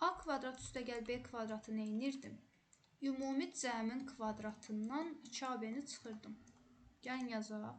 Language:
Azerbaijani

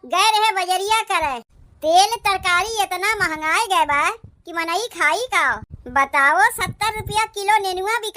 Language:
Awadhi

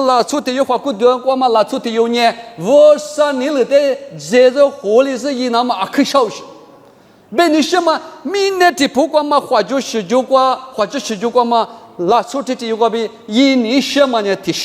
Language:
Lisu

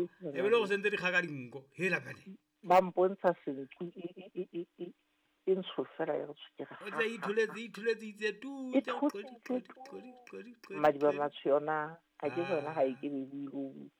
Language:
Southern Sotho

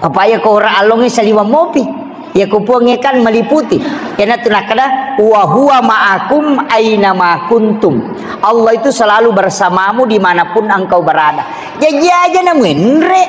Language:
Buginese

